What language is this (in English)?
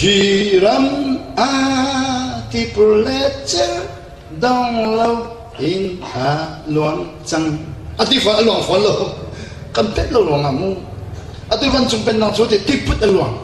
Hakha Chin